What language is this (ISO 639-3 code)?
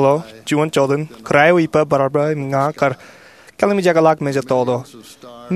mah